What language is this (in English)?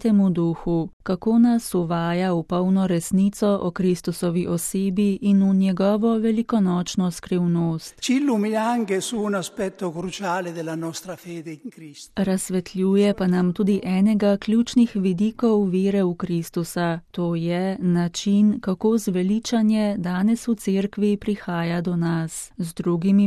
Slovenian